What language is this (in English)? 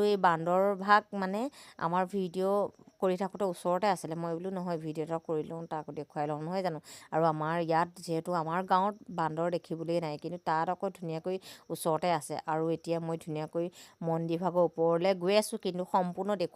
Assamese